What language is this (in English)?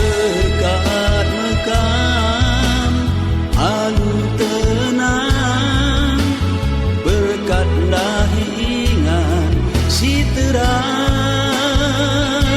Batak Karo